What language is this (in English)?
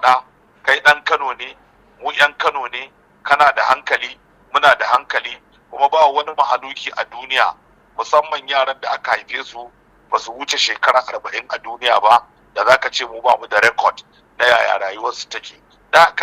Hausa